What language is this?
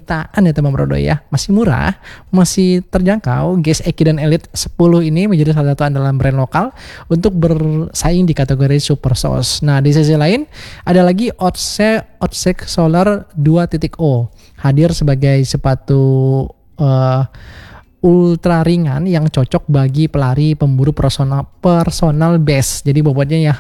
Indonesian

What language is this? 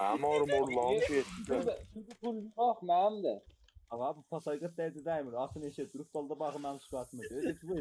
South Azerbaijani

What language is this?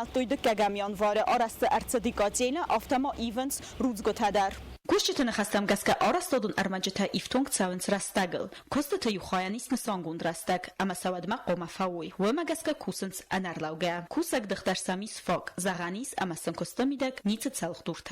Ossetic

